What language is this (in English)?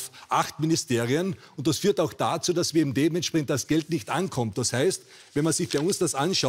German